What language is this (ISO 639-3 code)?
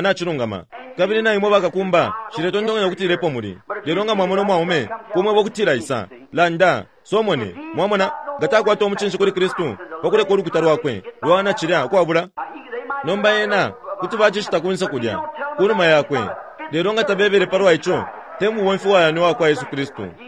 bem